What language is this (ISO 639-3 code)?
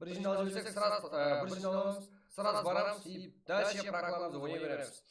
kaa